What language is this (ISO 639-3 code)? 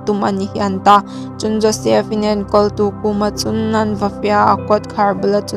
hmr